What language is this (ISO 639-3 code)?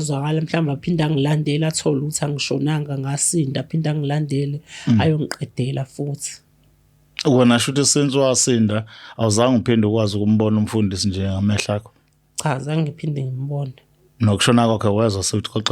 zul